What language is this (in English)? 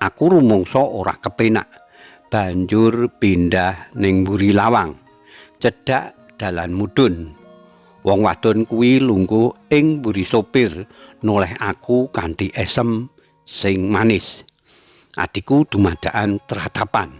Javanese